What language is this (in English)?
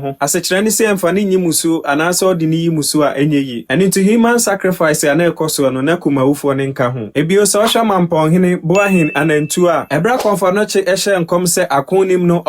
Akan